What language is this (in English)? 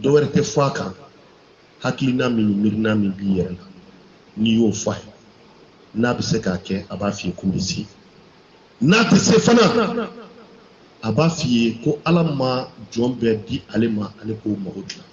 Bambara